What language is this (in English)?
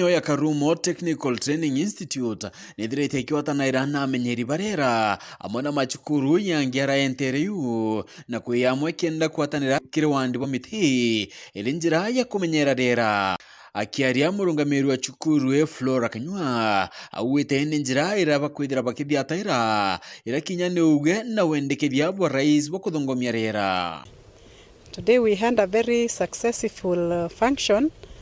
Meru